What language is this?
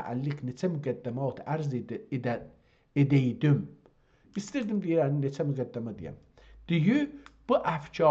South Azerbaijani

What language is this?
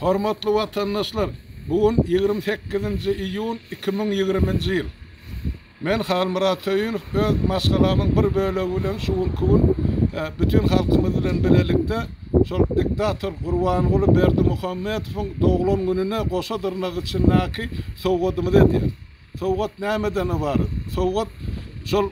Turkmen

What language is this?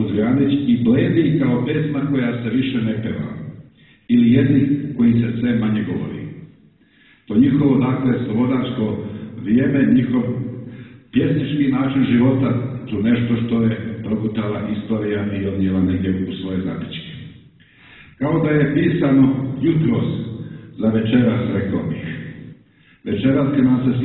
Serbian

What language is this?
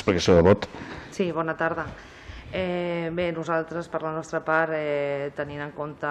Catalan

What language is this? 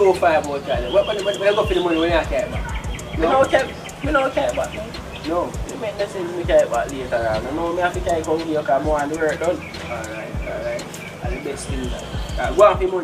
Jamaican Creole English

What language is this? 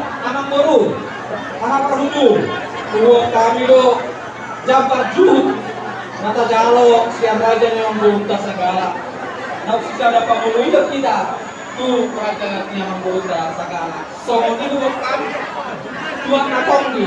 Batak Toba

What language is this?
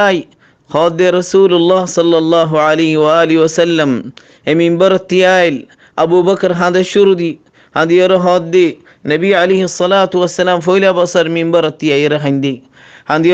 Rohingya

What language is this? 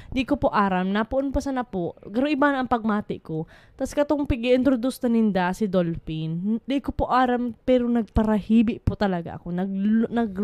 Bikol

